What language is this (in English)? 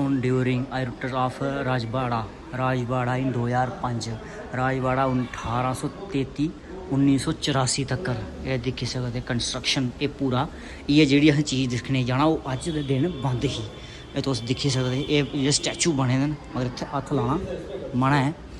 Dogri